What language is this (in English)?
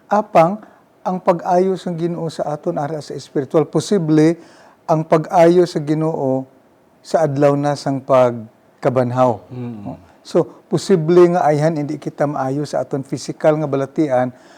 Hiligaynon